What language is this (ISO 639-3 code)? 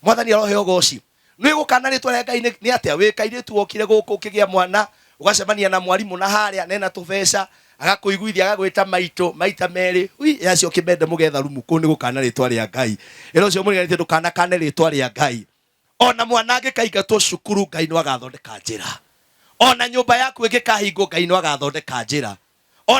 kik